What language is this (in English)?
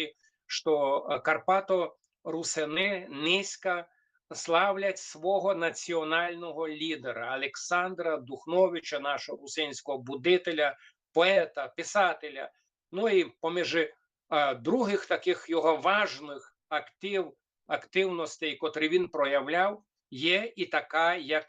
Rusyn